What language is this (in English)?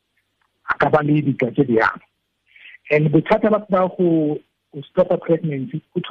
Tswana